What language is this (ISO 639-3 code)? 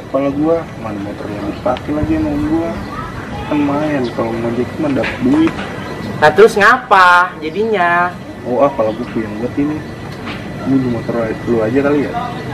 bew